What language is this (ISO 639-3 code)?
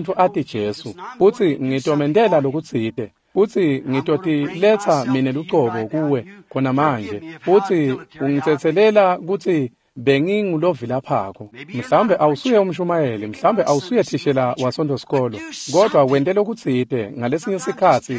ssw